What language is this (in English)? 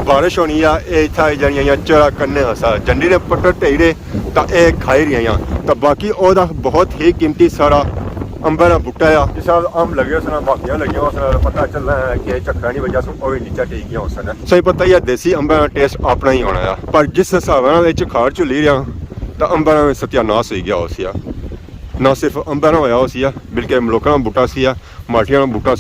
Pahari-Potwari